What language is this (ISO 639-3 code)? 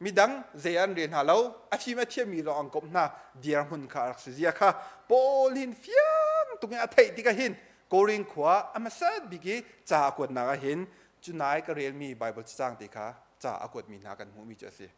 cnh